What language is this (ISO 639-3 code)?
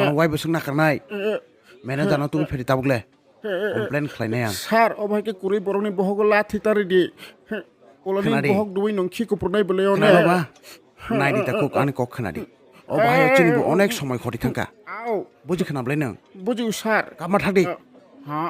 trp